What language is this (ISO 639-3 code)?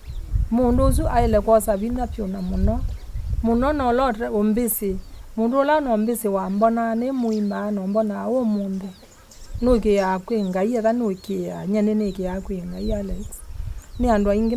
kam